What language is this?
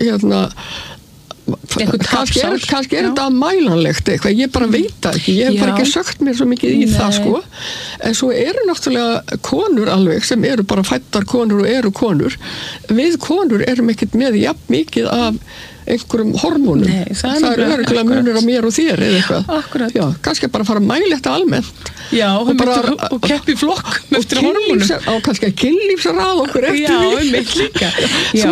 Icelandic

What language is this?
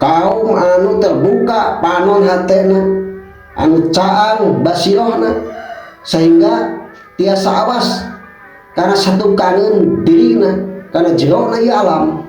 Sundanese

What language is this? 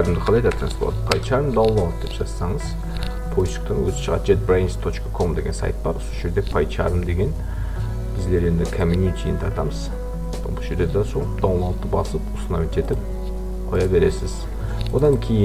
Kara-Kalpak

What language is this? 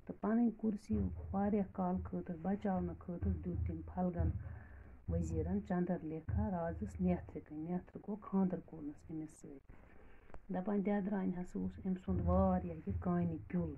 Kashmiri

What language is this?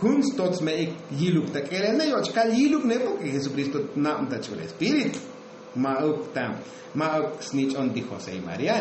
Tzotzil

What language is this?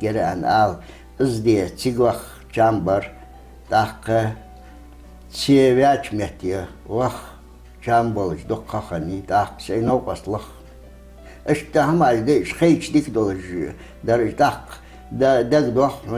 Ingush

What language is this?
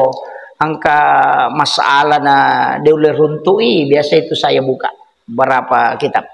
Buginese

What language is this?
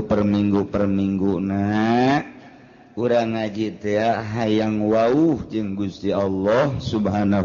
Sundanese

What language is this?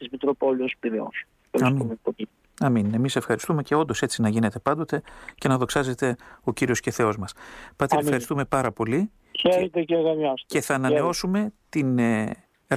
Greek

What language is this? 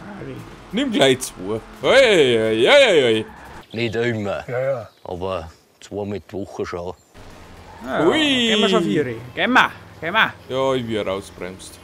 Bavarian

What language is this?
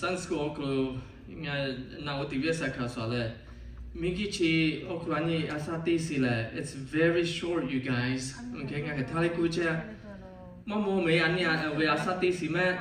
Lahu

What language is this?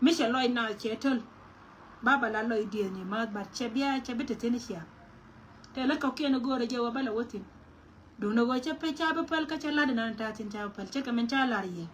Nuer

